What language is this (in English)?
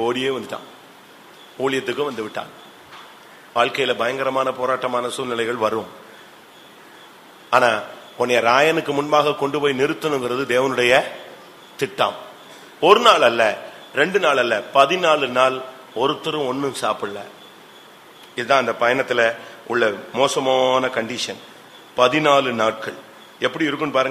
Tamil